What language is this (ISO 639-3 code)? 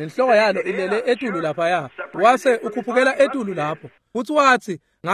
ssw